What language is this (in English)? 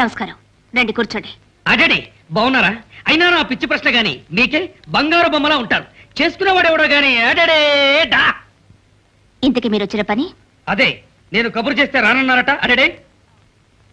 Telugu